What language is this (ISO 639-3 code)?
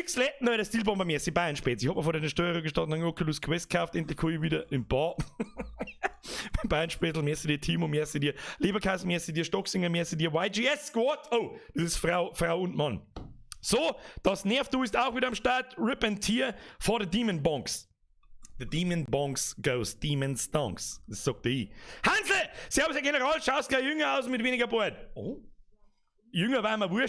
bar